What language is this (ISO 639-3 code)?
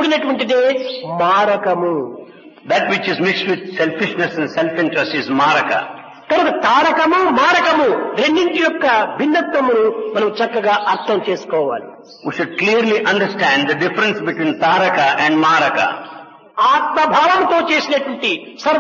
tel